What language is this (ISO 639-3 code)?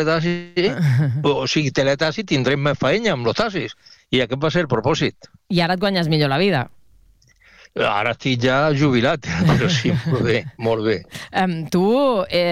cat